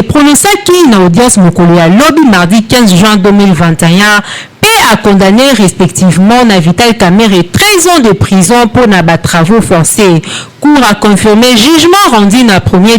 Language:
Lingala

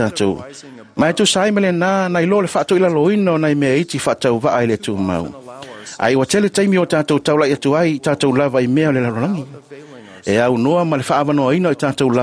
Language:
Samoan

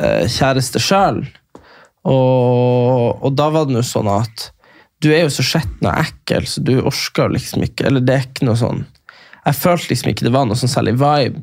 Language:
Norwegian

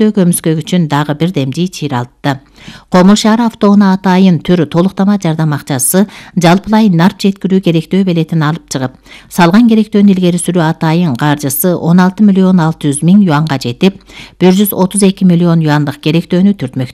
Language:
Kyrgyz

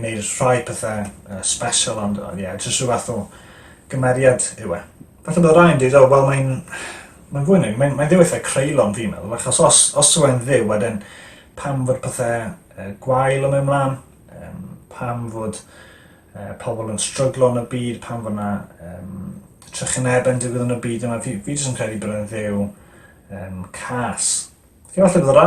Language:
Welsh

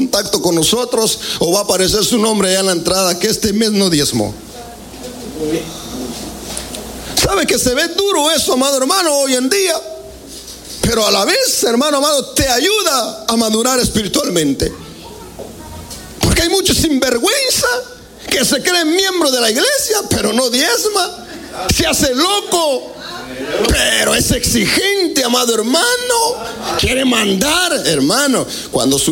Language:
Spanish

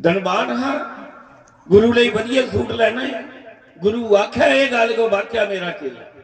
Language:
Dogri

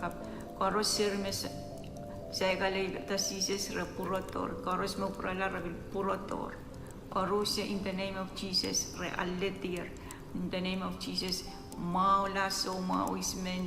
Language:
Pohnpeian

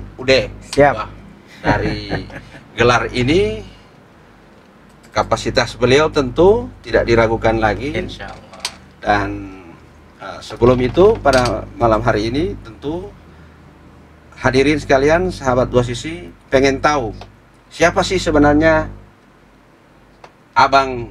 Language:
Indonesian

